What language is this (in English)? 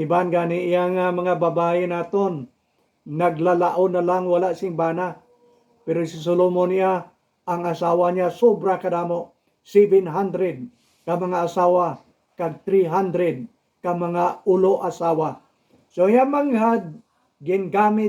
Hiligaynon